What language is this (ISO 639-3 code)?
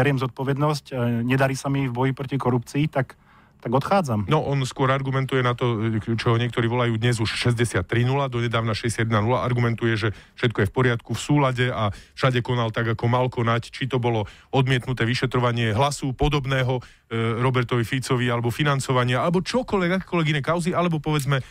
slk